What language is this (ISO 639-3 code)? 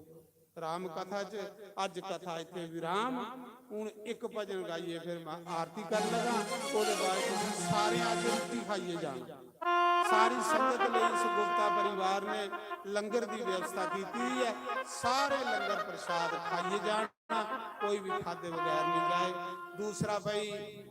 doi